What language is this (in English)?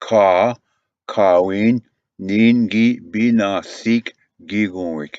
Ojibwa